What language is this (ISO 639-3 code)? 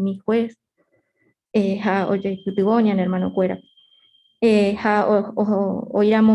grn